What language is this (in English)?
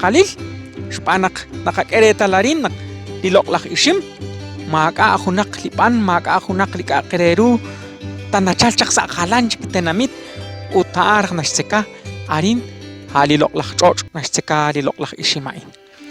Kekchí